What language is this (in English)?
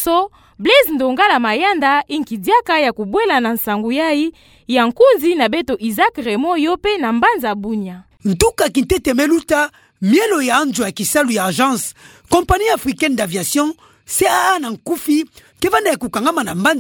Kituba (Democratic Republic of Congo)